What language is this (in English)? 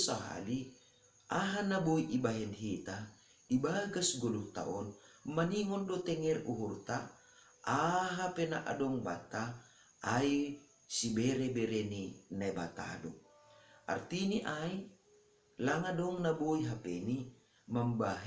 Batak Simalungun